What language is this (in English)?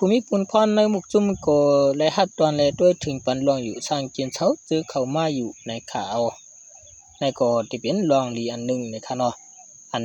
Shan